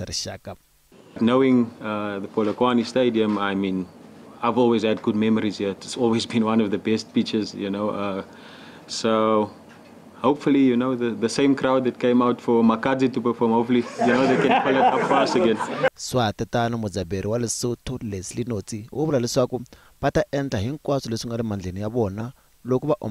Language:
Tsonga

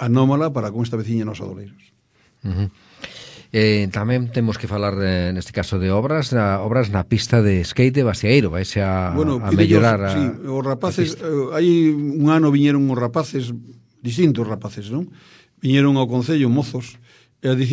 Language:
Galician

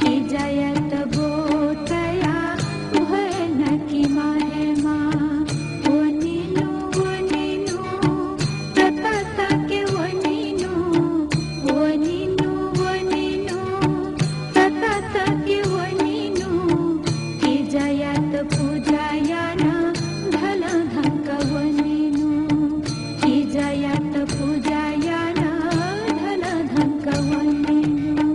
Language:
Newari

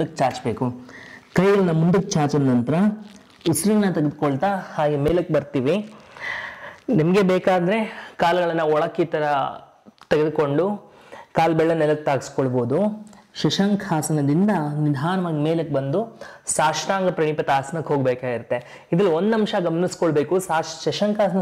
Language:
Kannada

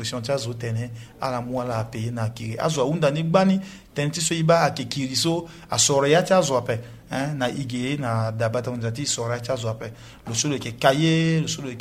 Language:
Sango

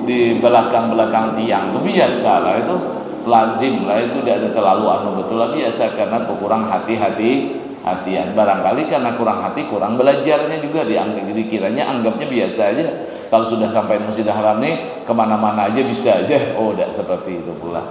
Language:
Banjar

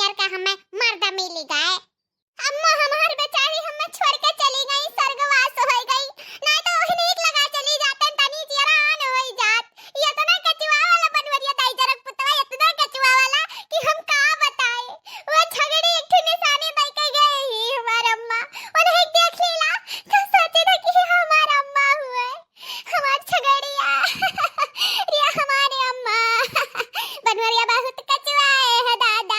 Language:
Awadhi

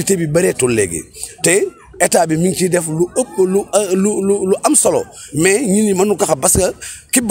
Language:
Wolof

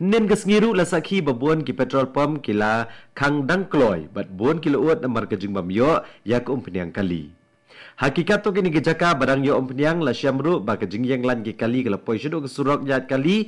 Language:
Khasi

